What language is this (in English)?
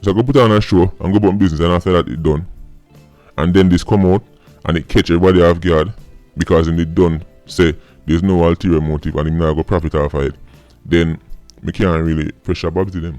Jamaican Creole English